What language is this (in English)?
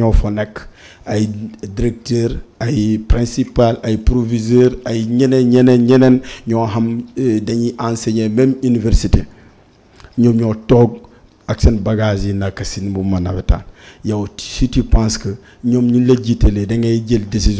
Wolof